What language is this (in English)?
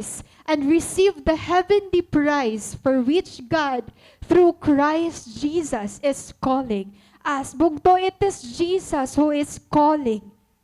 Waray